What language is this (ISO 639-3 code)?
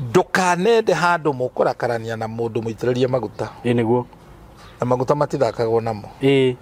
kik